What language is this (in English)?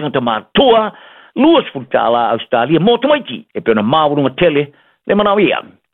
Samoan